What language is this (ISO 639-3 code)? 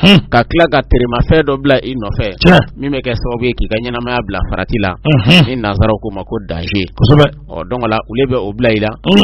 bam